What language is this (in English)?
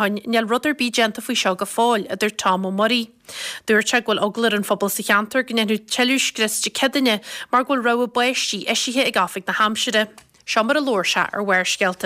Irish